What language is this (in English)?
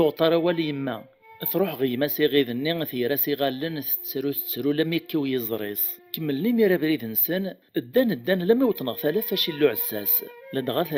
Kabyle